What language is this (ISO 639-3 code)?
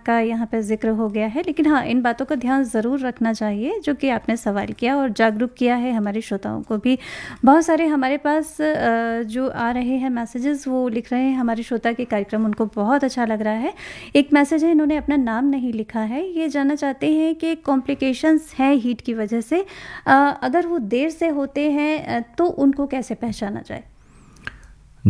hin